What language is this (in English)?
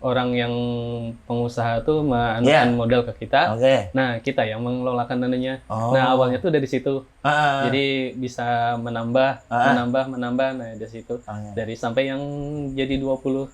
Banjar